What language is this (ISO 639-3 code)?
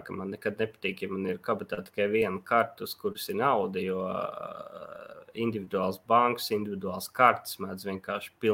lav